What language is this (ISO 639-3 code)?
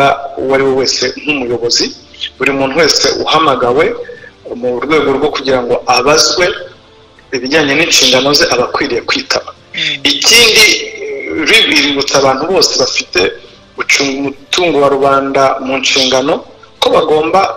kin